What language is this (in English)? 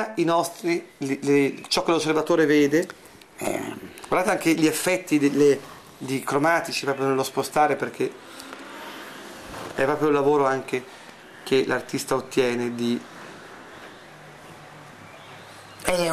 Italian